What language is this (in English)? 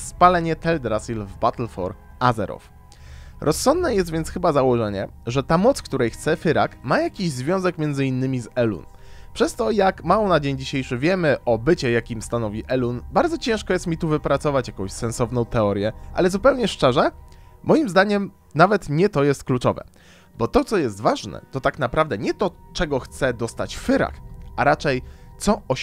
Polish